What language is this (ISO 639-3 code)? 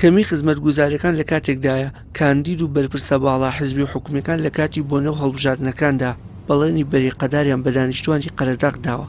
ckb